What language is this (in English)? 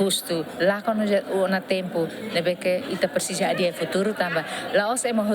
Tetum